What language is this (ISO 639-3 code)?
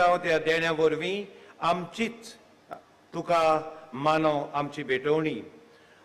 kok